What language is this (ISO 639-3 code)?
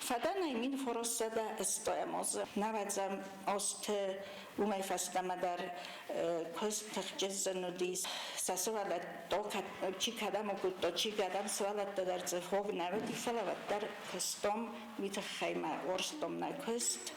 oss